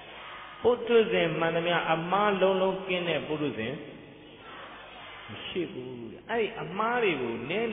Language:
Burmese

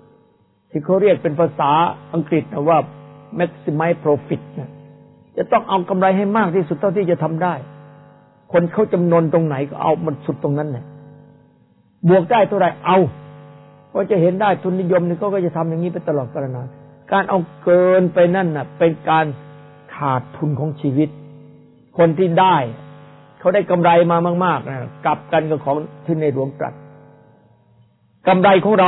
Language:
Thai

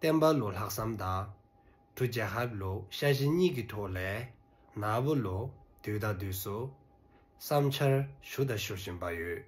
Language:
Dzongkha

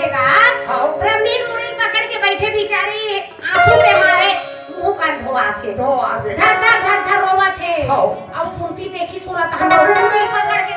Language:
Chhattisgarhi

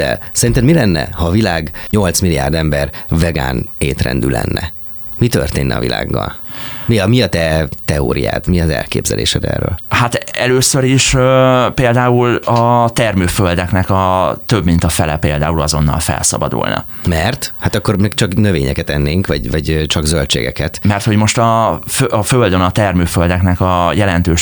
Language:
Hungarian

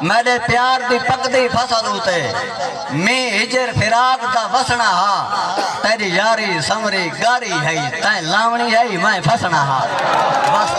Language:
Saraiki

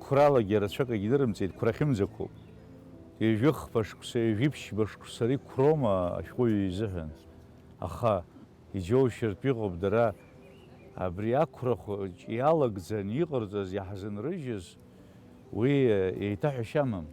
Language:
Abkhazian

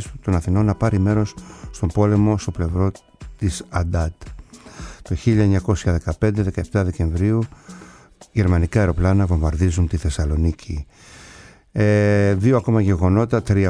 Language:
Greek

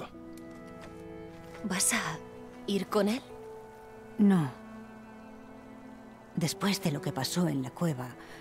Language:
Spanish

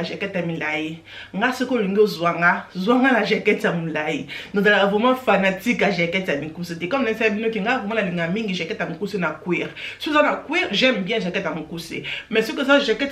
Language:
Lingala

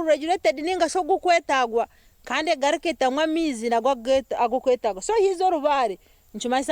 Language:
Nyankole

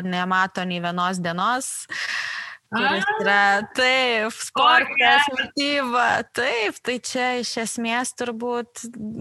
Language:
Lithuanian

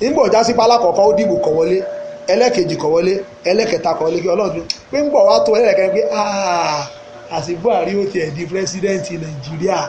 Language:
Yoruba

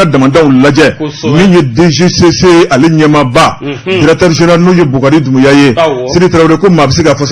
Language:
Bambara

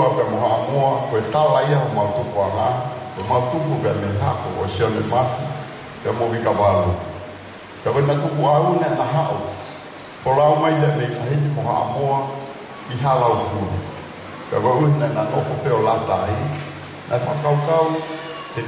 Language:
Tongan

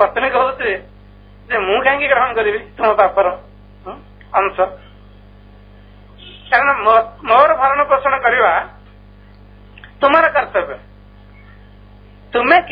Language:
Odia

